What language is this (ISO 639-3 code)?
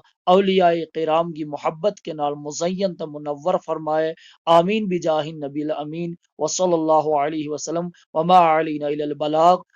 gju